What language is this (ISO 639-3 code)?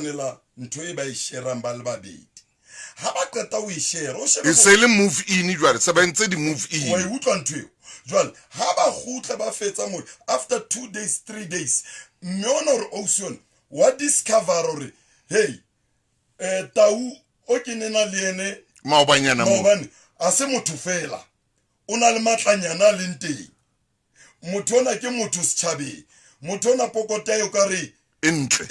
sot